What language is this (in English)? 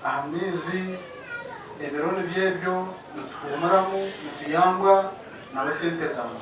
Nyankole